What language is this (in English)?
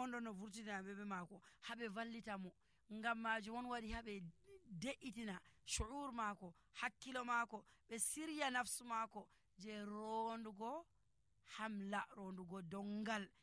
Nigerian Fulfulde